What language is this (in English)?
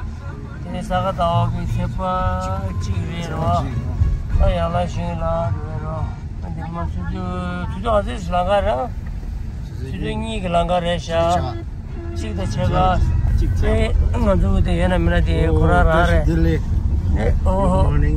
Tibetan